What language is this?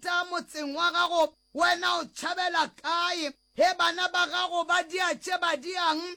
Northern Sotho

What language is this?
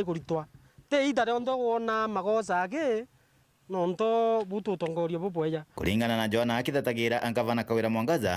Meru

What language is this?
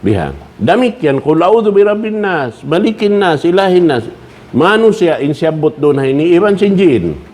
Tausug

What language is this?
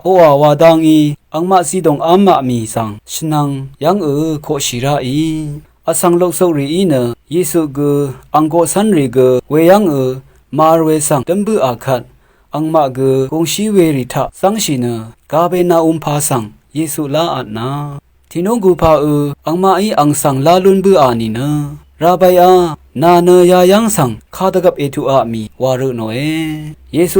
Rawang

